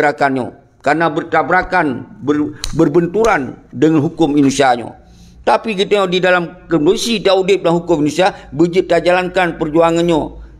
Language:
Achinese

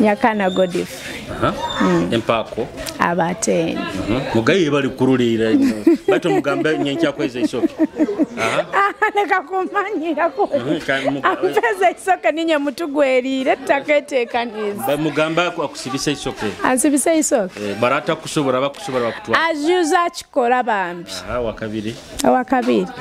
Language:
Nyoro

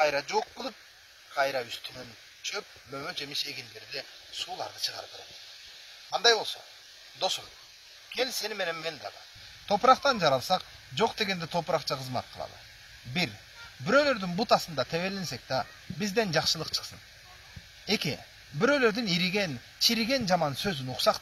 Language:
Kyrgyz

